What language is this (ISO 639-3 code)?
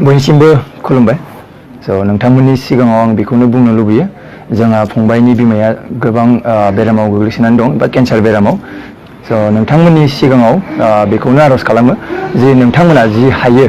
brx